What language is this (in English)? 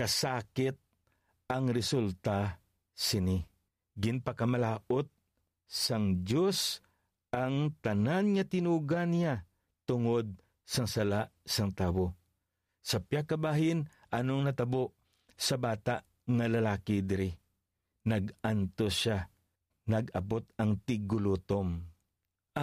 Hiligaynon